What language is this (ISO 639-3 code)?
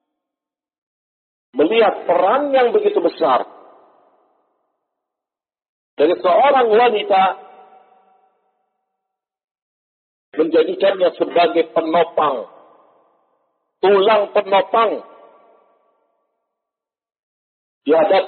ind